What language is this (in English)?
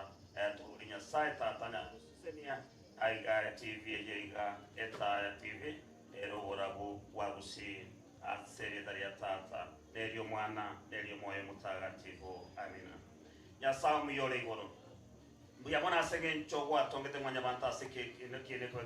Gusii